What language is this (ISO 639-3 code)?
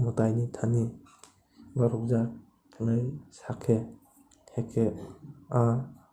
trp